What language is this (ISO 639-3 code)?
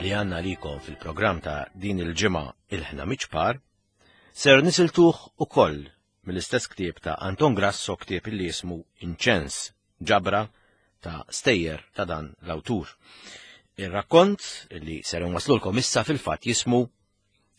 mlt